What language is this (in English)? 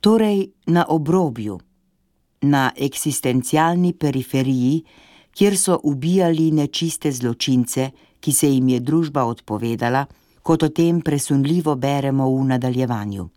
Slovenian